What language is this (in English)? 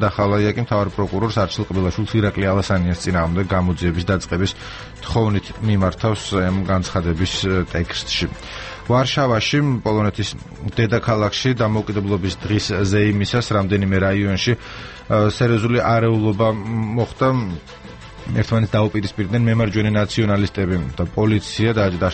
Georgian